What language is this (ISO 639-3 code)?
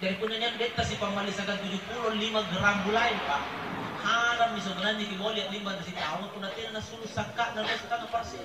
mak